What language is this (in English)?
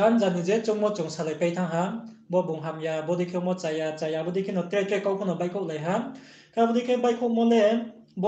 Riang (India)